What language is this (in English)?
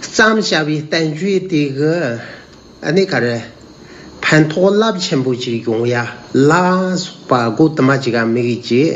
Tibetan